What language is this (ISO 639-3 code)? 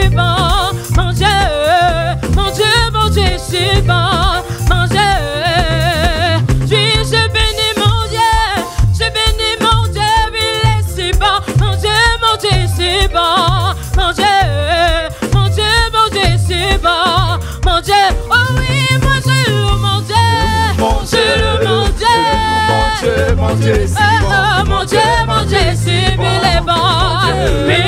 fra